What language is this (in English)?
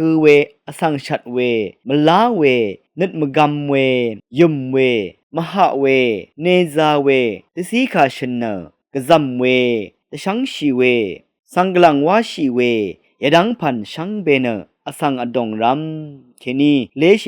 Rawang